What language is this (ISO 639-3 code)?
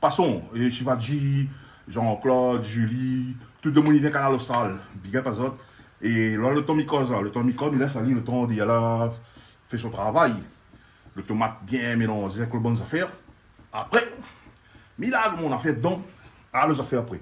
rcf